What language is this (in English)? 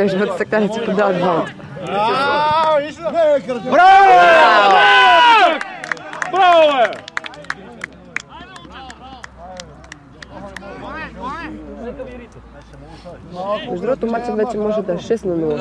Bulgarian